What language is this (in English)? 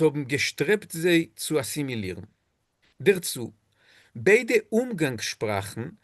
Yiddish